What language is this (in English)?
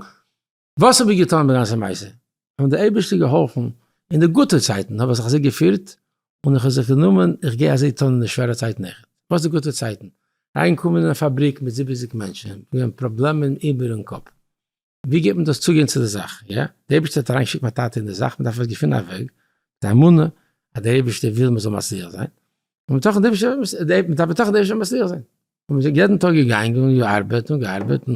Yiddish